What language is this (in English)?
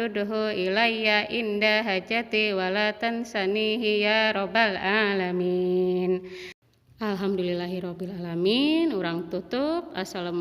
Sundanese